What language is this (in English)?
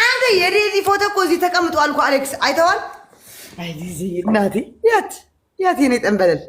Amharic